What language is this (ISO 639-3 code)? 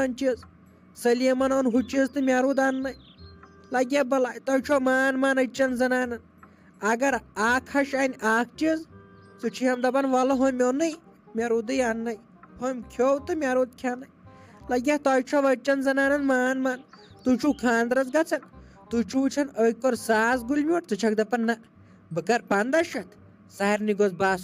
kas